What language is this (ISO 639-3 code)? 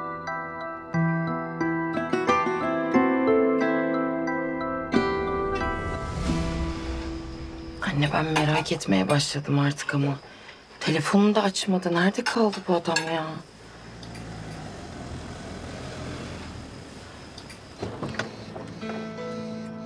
tur